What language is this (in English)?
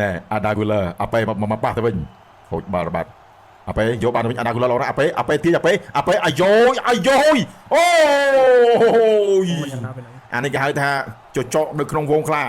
Khmer